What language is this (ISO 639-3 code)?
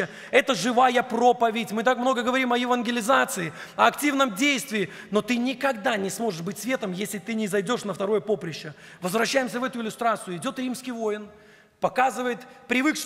rus